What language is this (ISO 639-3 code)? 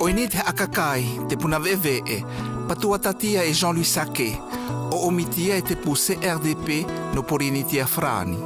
mqm